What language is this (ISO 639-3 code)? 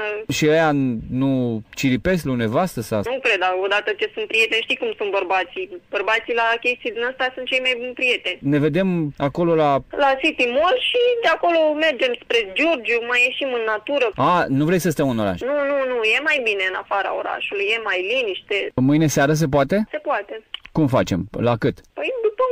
ron